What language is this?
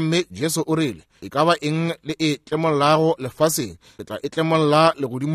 Northern Sotho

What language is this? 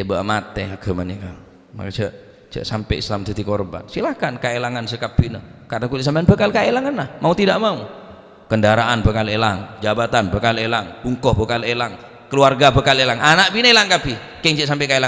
Madurese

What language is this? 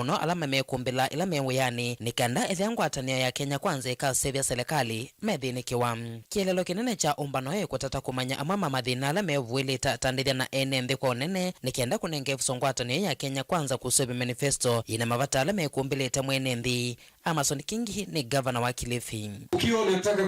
Kamba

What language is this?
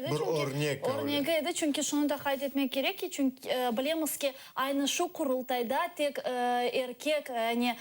Crimean Tatar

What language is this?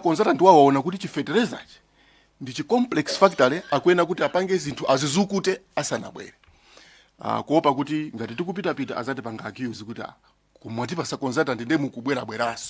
Nyanja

